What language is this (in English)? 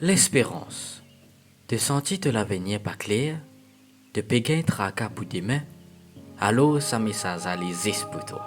Morisyen